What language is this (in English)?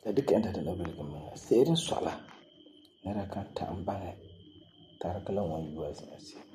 Frafra